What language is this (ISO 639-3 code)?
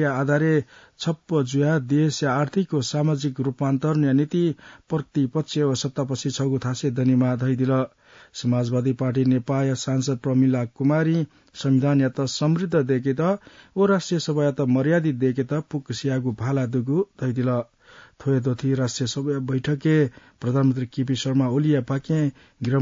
new